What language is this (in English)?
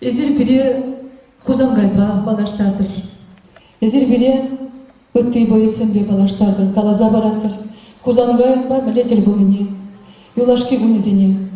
Chuvash